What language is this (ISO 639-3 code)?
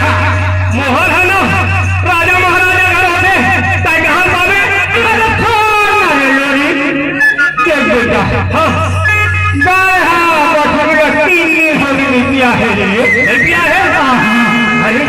hne